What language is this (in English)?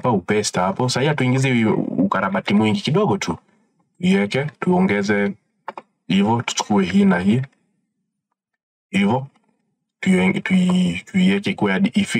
Swahili